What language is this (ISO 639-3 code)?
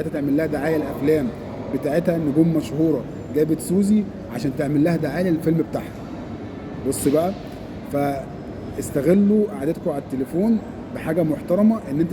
arz